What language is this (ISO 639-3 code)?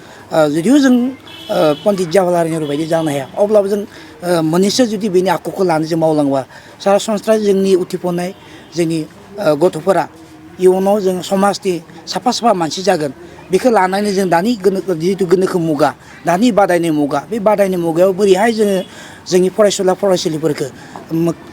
brx